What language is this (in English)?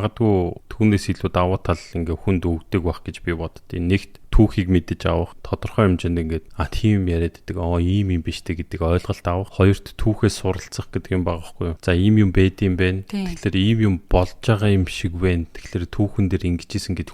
Mongolian